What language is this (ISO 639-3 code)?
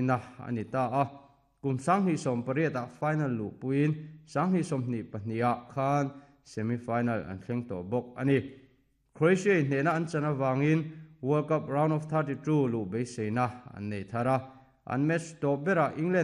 lus